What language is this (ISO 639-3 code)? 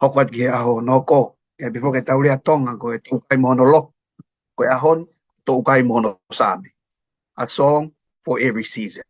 ton